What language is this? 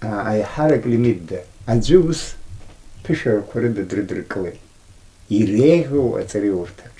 Abkhazian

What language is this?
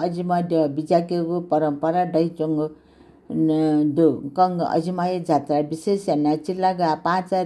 Newari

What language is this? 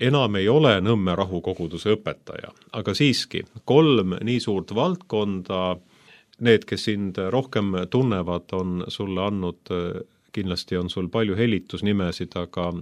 Estonian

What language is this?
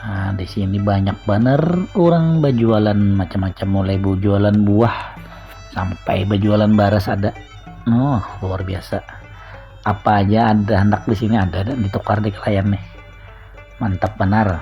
Banjar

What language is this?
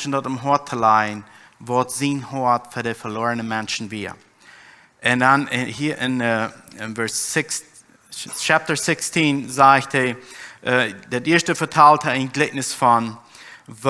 Plautdietsch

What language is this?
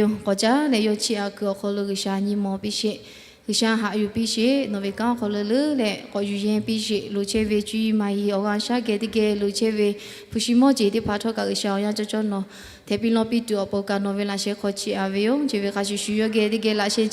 Lahu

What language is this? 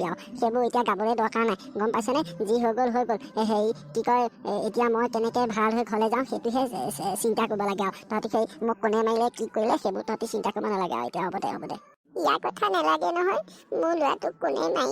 Assamese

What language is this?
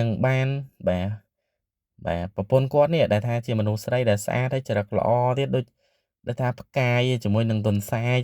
Khmer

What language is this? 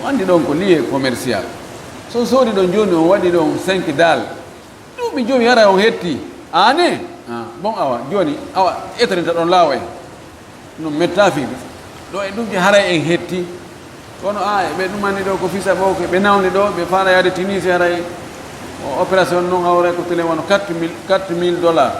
Fula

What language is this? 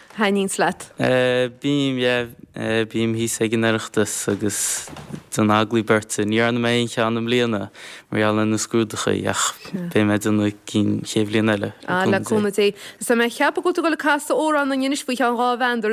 Irish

